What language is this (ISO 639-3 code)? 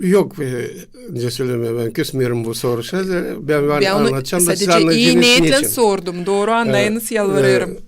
gag